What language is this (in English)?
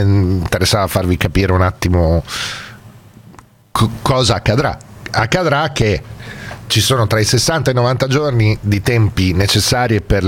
Italian